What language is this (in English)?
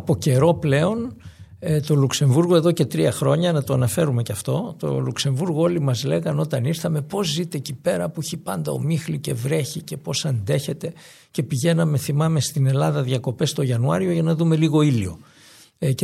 Greek